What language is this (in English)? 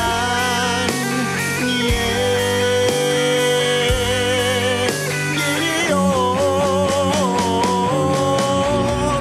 Turkish